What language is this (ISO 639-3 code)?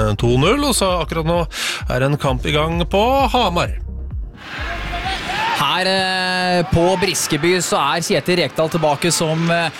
nor